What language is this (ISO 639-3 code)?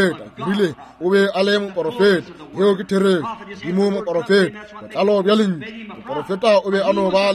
nso